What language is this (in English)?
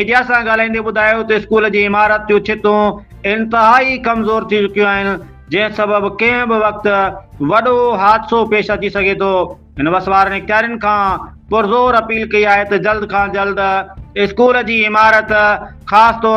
Sindhi